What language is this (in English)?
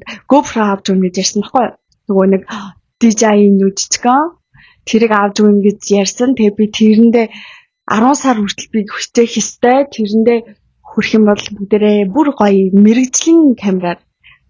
Mongolian